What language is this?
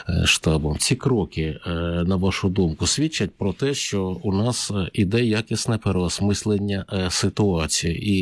Ukrainian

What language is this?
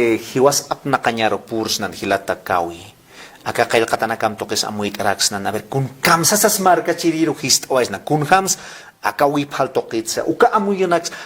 Aymara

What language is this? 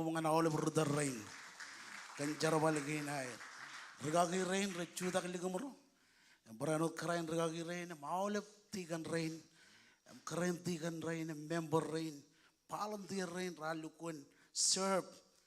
Marshallese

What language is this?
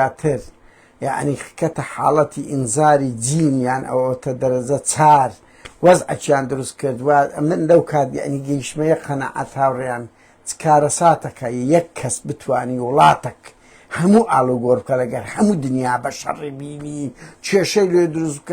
Central Kurdish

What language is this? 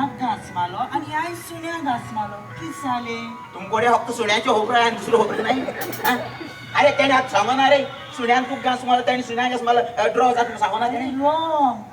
Konkani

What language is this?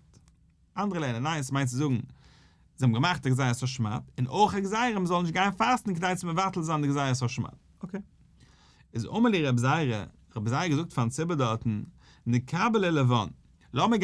Yiddish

